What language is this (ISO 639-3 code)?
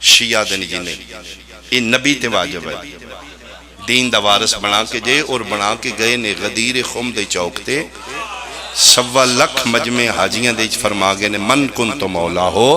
phr